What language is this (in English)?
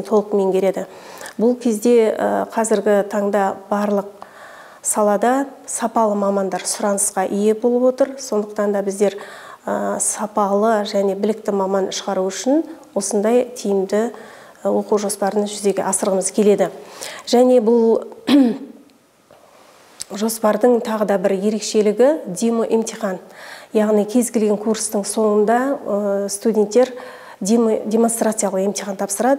Kazakh